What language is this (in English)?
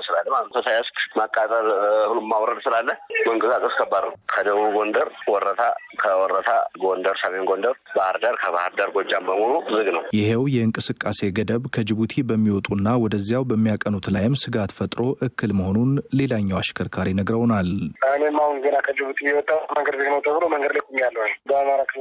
Amharic